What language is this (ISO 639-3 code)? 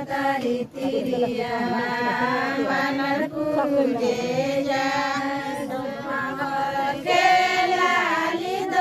bho